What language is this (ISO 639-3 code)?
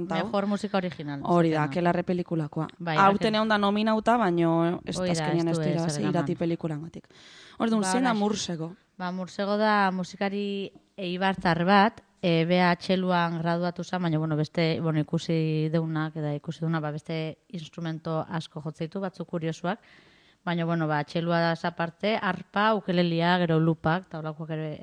eus